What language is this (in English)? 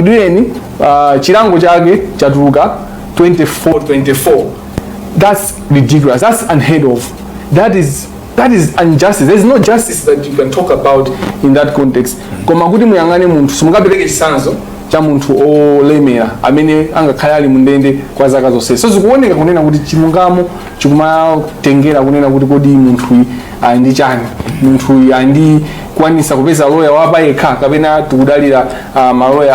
Nyanja